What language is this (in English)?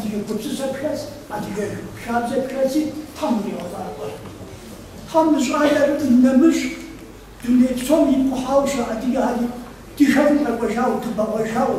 Kabardian